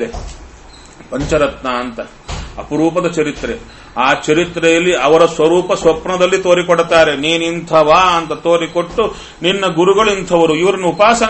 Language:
Kannada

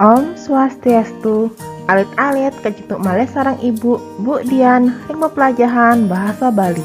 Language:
Balinese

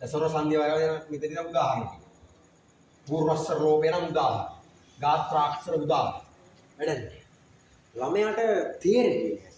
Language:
Sinhala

